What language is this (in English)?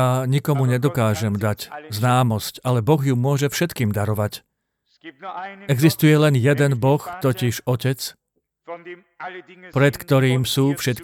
Slovak